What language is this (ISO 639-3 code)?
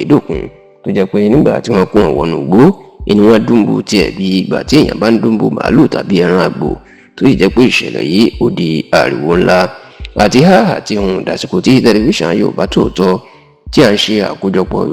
yor